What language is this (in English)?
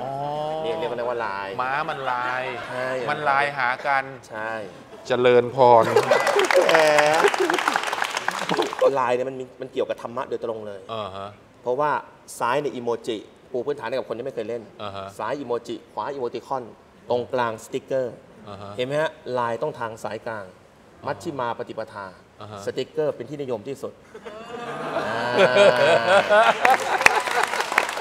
Thai